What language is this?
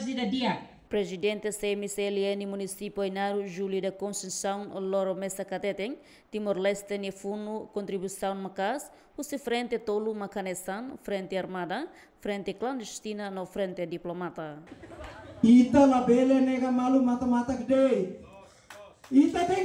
Tetum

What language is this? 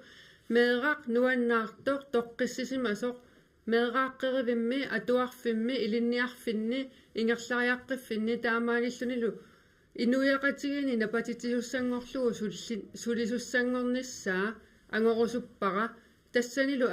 Kalaallisut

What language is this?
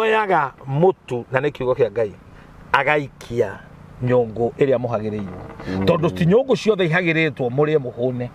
Kikuyu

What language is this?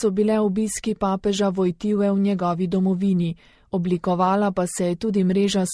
Slovenian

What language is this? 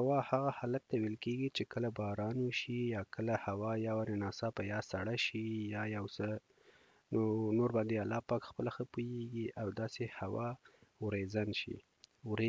Pashto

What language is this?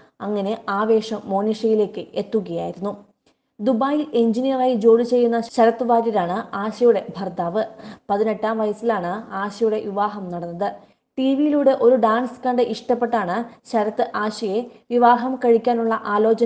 Malayalam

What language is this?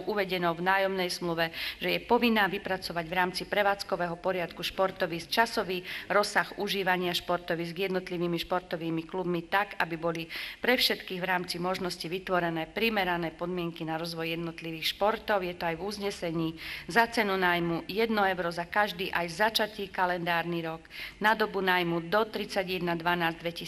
Slovak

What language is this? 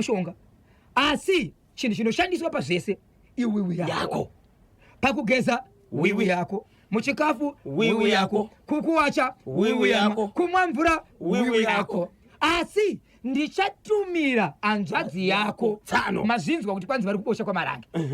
Shona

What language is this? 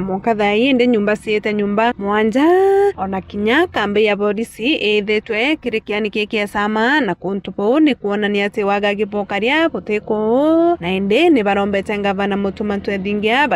Meru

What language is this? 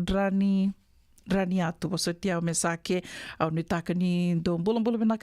Fijian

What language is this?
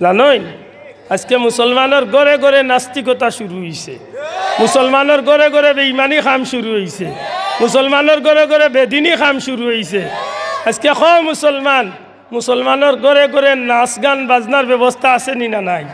Sylheti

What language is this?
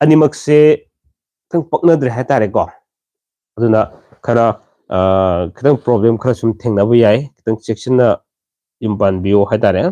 Manipuri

